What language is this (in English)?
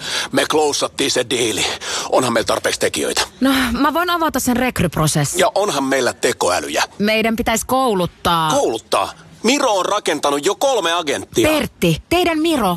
Finnish